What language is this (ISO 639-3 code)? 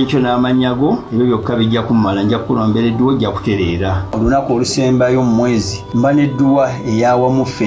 lug